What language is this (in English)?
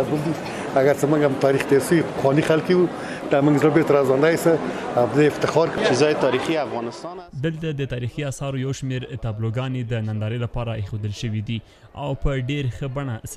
Pashto